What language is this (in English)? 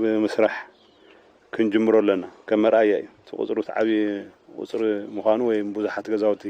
Tigrinya